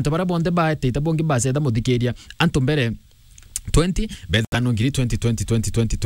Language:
Meru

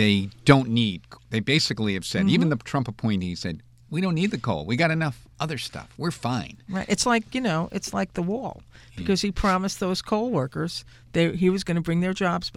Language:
English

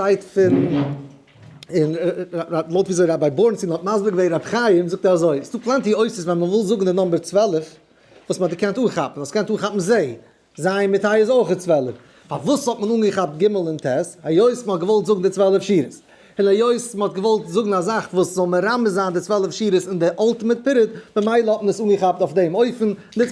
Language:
Yiddish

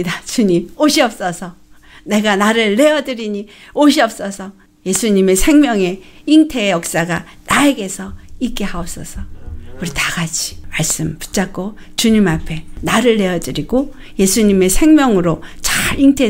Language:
Korean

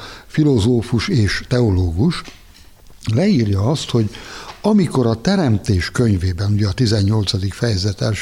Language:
Hungarian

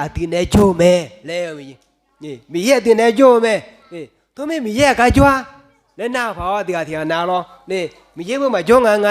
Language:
Akha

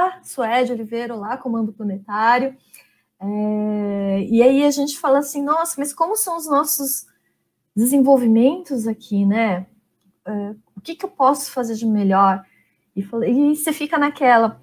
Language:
Portuguese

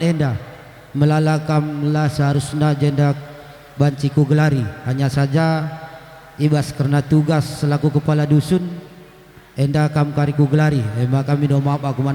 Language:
Batak Karo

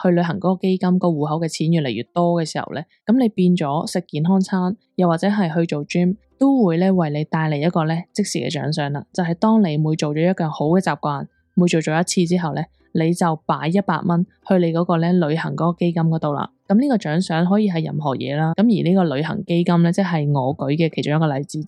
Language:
Cantonese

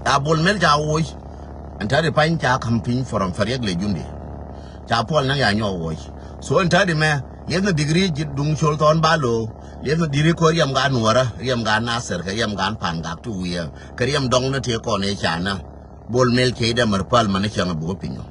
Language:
Nuer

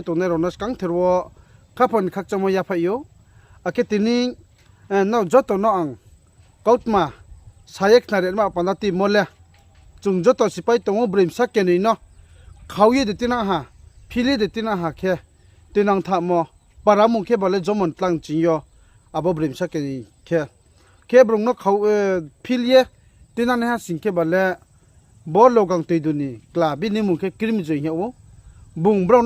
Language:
Riang (India)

